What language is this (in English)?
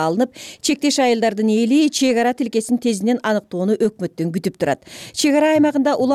Kyrgyz